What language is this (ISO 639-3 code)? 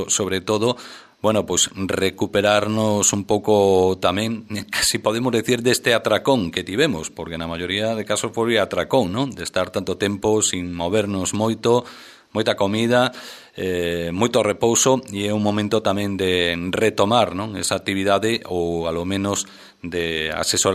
glg